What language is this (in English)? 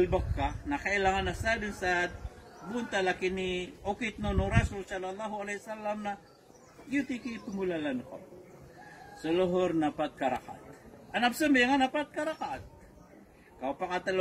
Maranao